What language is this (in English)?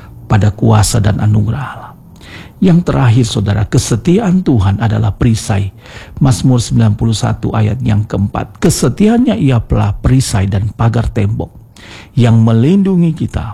Indonesian